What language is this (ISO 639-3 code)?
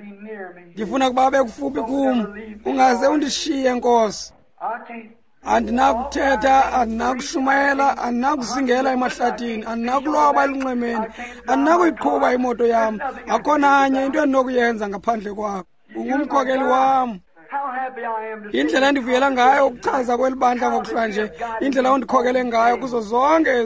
xho